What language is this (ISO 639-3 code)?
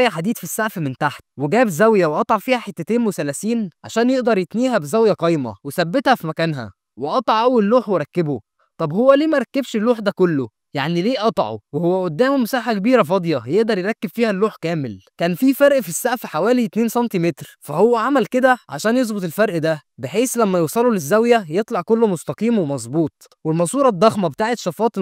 arz